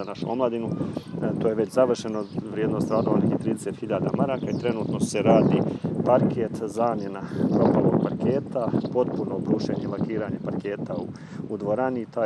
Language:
Bosnian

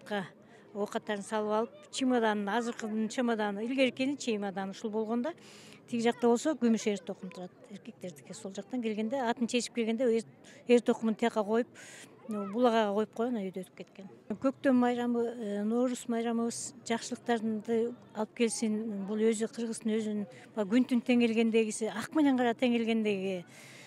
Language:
Kyrgyz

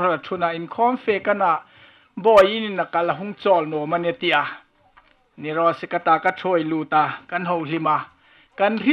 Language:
Hmar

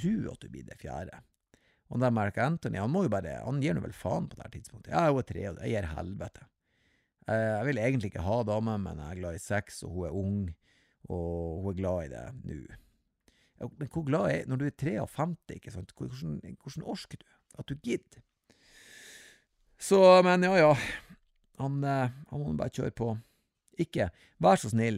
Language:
Norwegian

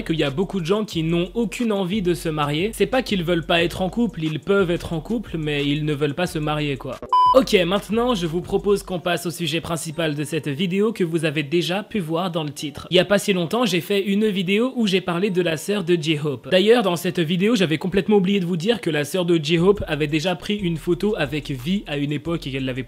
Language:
French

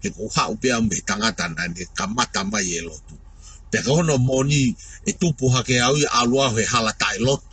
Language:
Tongan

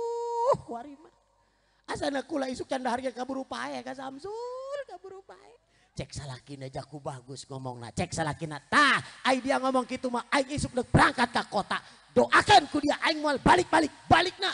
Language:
Sundanese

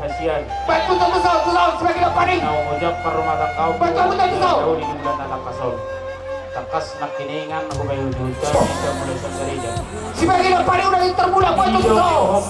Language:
Batak Toba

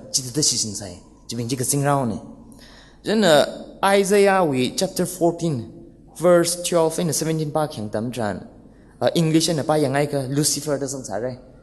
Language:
Tangkhul Naga (India)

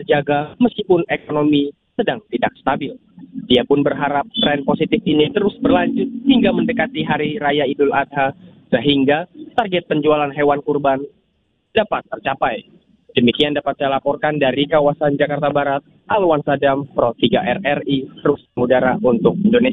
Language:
Indonesian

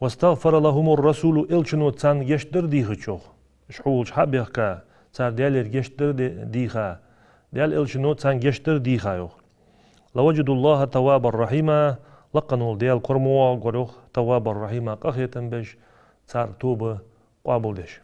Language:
Ingush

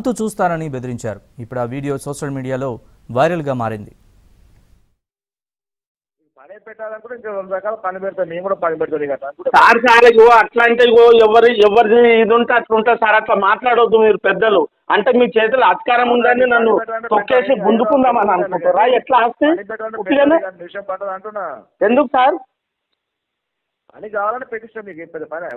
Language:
Telugu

